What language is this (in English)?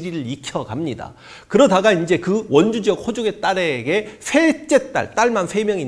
Korean